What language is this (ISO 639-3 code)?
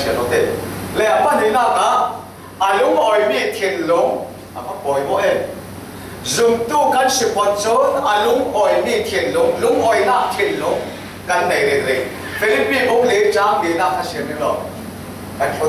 cfm